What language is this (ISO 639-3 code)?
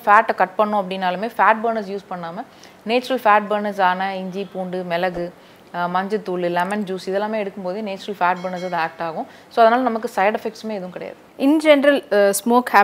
tam